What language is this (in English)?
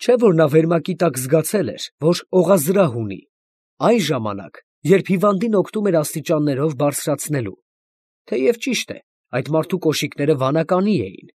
Armenian